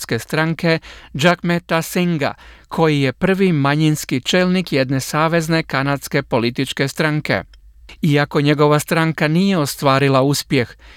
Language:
Croatian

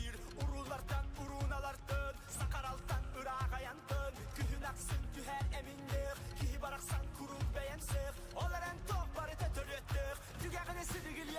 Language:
Yakut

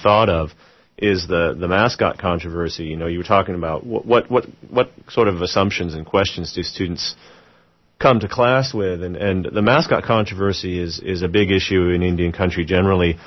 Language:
English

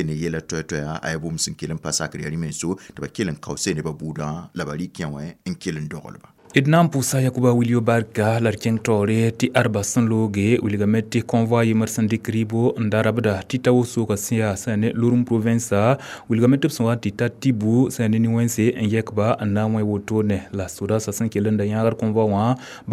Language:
Mossi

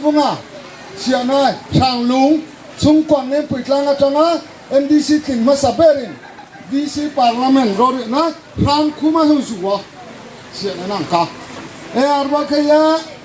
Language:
Riang (India)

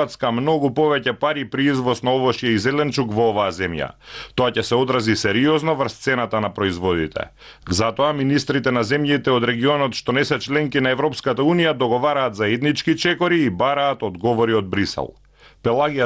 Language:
Macedonian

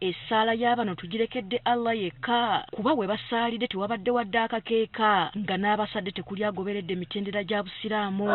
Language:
Ganda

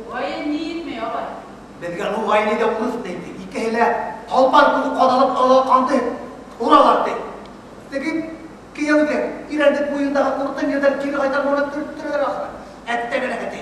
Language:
Bashkir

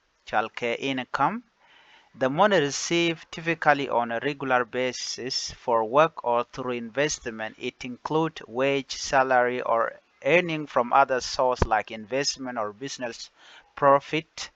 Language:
Nuer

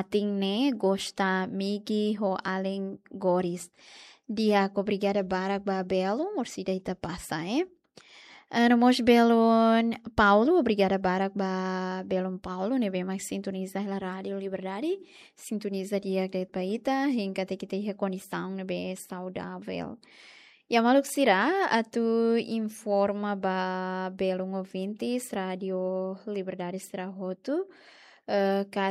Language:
Tetum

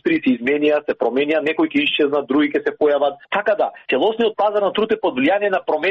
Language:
Macedonian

